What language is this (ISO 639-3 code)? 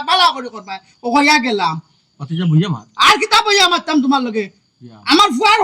syl